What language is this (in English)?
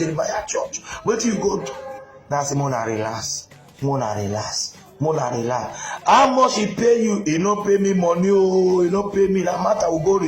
Nigerian Pidgin